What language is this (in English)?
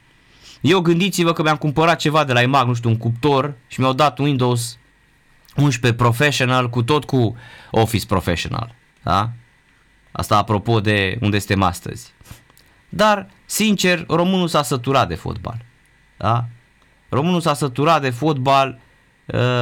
Romanian